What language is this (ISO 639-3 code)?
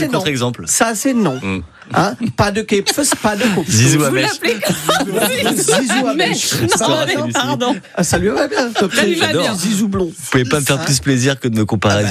fra